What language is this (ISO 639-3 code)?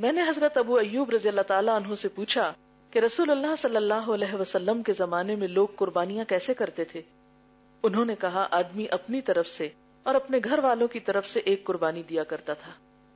urd